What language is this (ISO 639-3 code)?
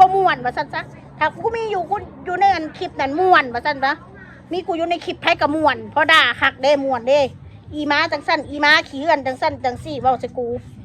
tts